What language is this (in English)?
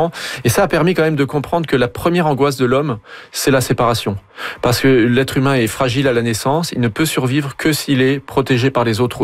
French